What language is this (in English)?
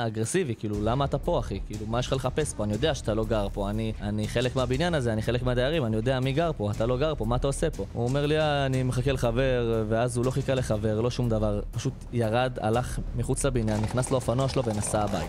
Hebrew